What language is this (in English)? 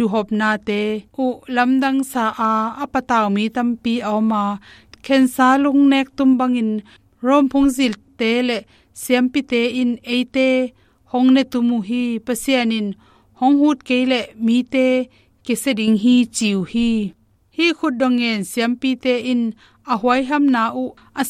Tedim Chin